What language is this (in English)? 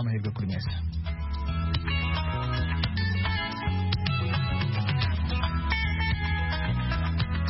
Kinyarwanda